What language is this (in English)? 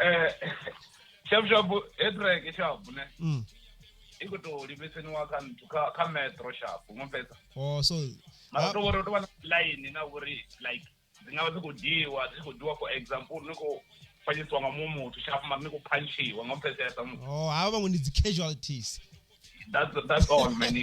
Venda